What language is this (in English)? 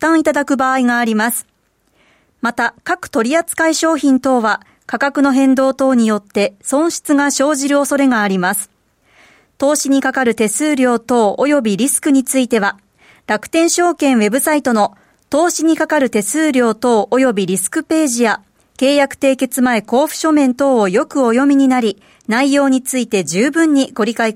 Japanese